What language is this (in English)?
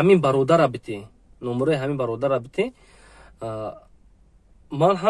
Tajik